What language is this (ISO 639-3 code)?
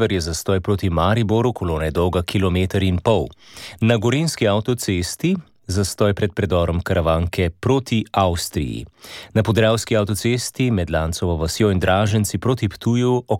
slv